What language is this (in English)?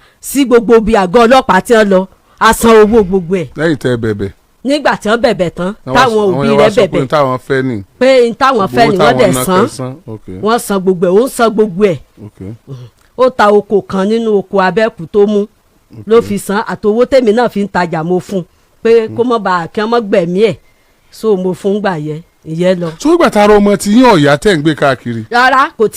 Yoruba